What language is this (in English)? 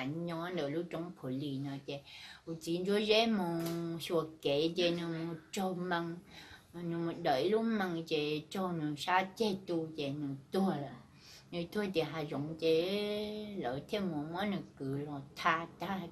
Hmong